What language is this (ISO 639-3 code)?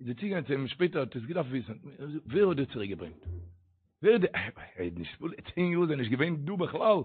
yid